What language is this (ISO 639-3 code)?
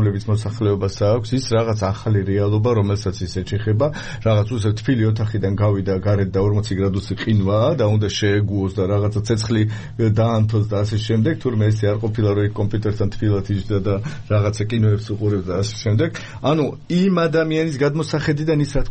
kat